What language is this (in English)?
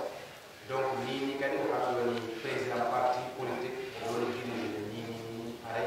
Pular